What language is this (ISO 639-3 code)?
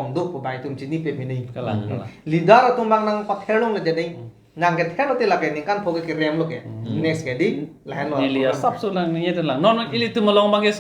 mjw